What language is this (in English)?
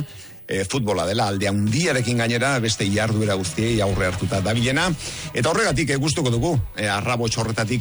Basque